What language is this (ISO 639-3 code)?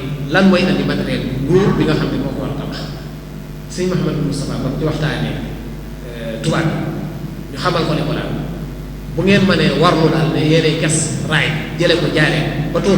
wol